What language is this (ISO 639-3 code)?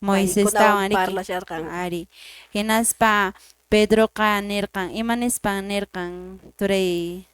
que